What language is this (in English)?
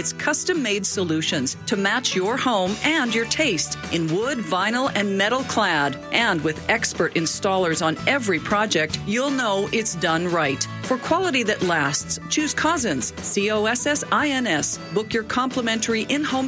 English